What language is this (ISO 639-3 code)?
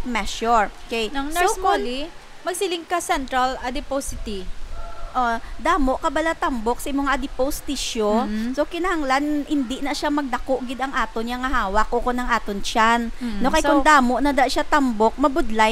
hil